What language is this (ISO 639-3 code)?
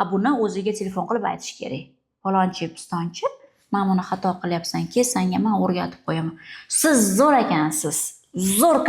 uzb